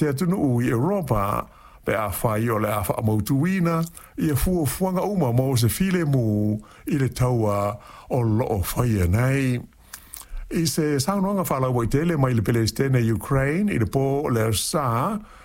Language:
Samoan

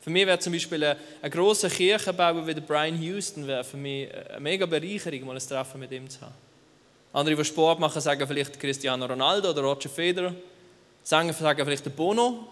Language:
Swiss German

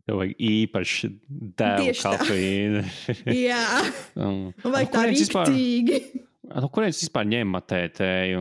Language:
Latvian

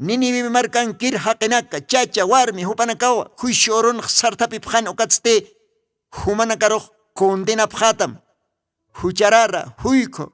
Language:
Aymara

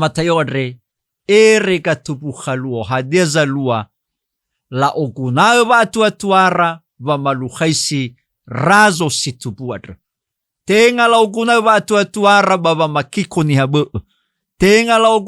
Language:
Nias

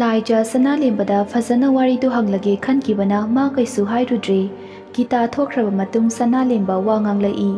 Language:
Manipuri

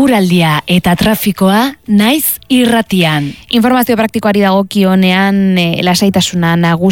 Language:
Basque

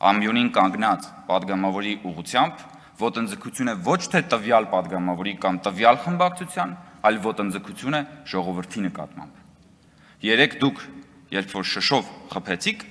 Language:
Armenian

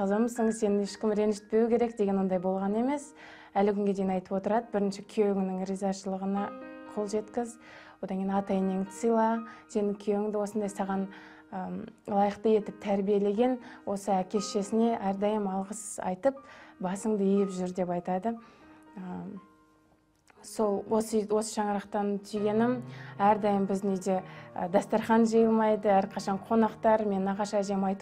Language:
Kazakh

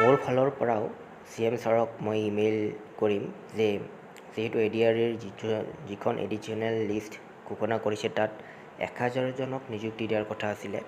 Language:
Assamese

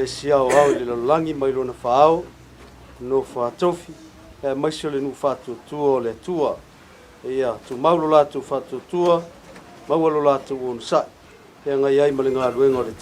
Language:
Samoan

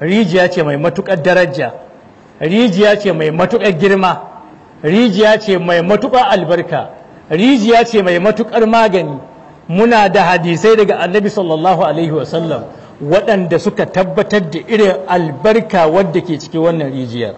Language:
Hausa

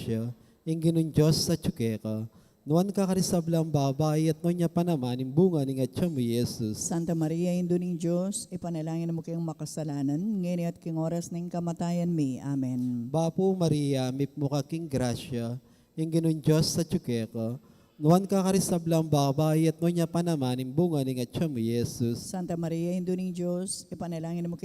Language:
Pampanga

